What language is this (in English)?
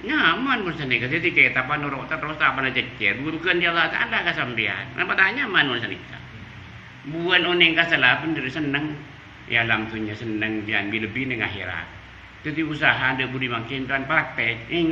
Madurese